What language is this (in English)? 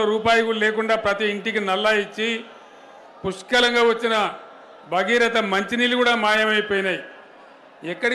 Telugu